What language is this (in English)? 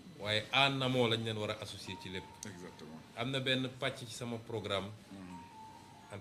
Wolof